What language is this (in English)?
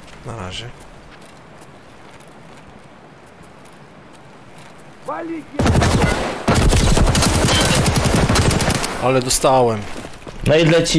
Polish